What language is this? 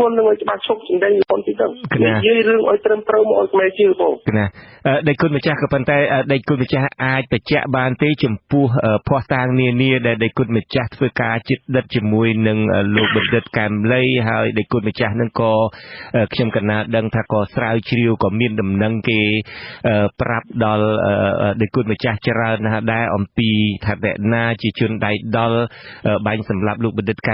Khmer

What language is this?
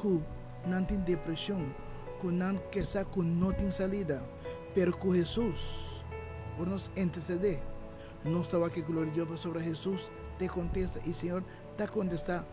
Papiamento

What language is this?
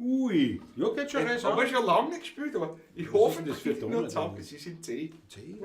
Bavarian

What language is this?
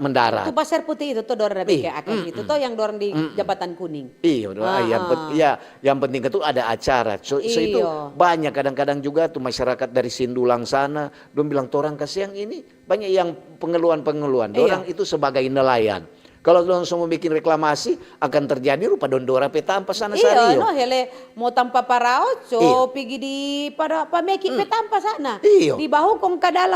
Manado Malay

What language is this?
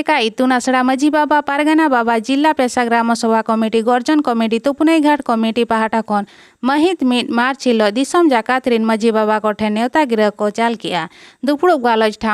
Santali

